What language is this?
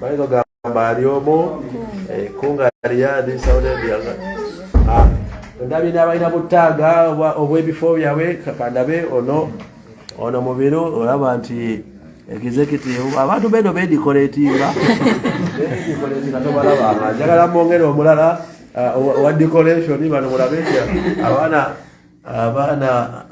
Ganda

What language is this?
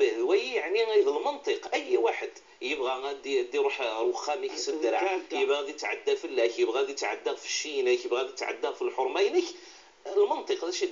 Kabyle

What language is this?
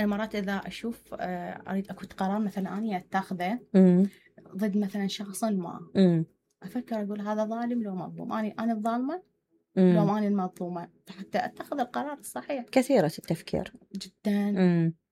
Mesopotamian Arabic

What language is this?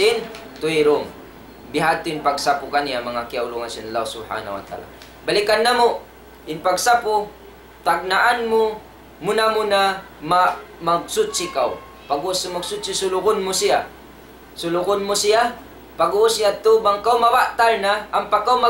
Tausug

